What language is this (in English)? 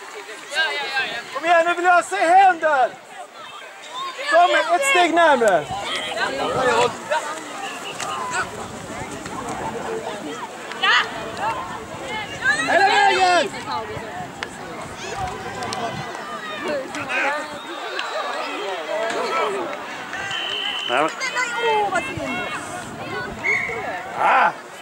Swedish